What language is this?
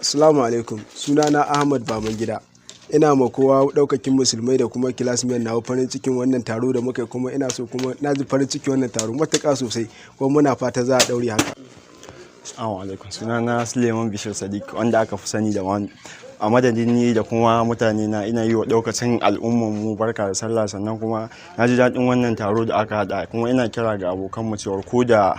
Hausa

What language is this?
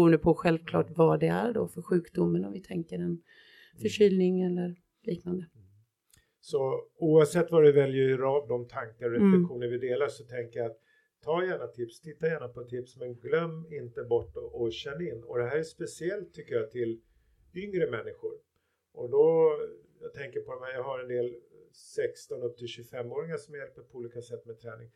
Swedish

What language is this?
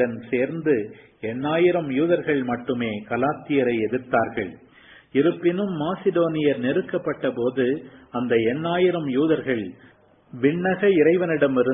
Tamil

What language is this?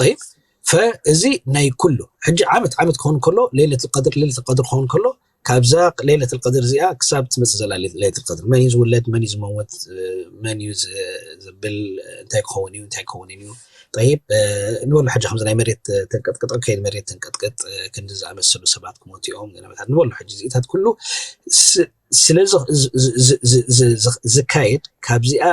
Tigrinya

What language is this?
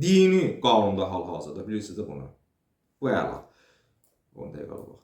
Azerbaijani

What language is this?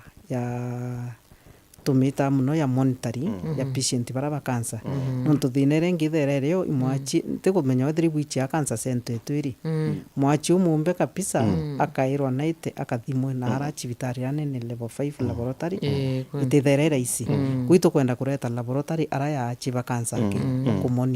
Meru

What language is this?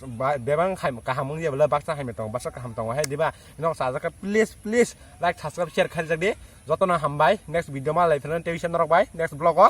Kok Borok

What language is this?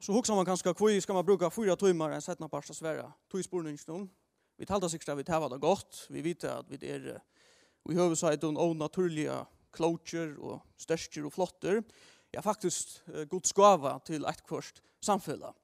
Faroese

